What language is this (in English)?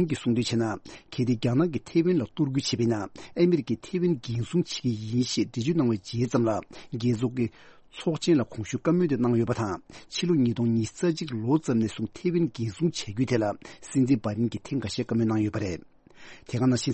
Tibetan